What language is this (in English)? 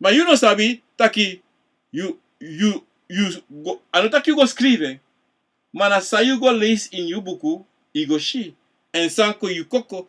Sranan Tongo